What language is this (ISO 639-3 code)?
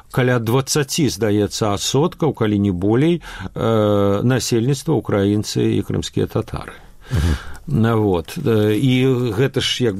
bel